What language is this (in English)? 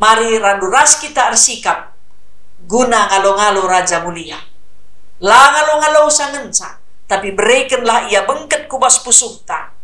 Batak Karo